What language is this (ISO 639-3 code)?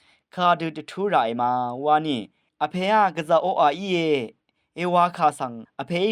raw